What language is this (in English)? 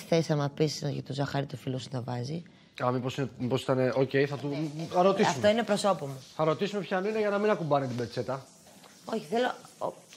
Greek